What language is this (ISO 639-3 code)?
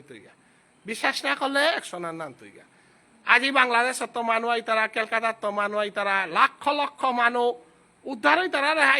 bpy